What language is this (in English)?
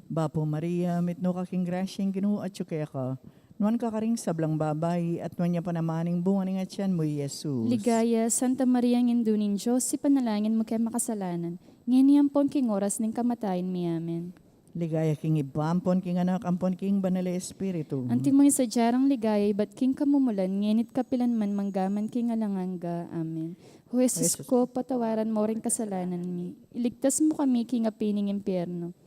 Pampanga